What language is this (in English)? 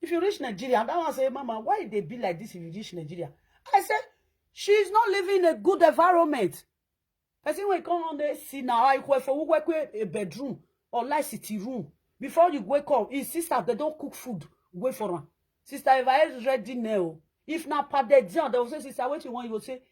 Nigerian Pidgin